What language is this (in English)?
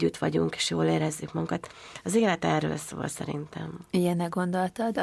Hungarian